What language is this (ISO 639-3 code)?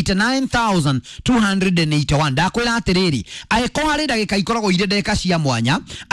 kik